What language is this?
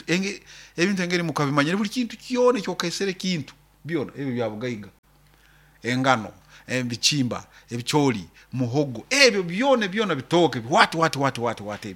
Nyoro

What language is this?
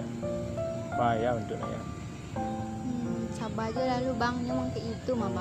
Minangkabau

